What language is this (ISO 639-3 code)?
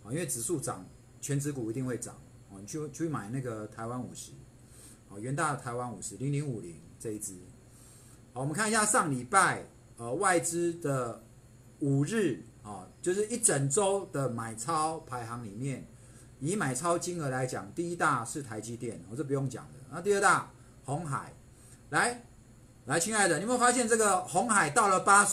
zho